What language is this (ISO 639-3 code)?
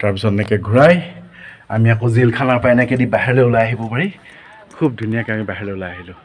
asm